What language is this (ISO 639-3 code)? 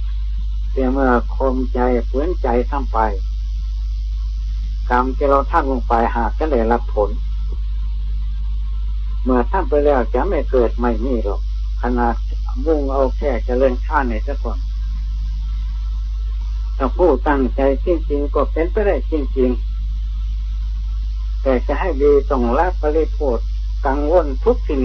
tha